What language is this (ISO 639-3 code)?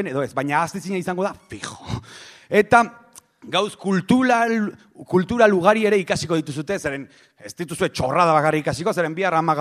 eus